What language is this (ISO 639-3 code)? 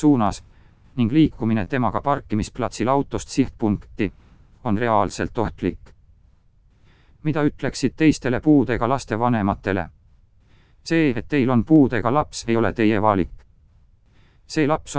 est